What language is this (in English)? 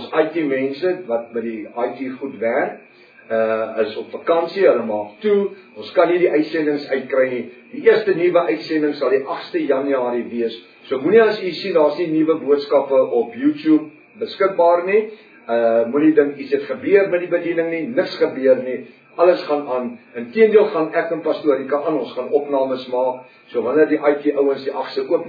Afrikaans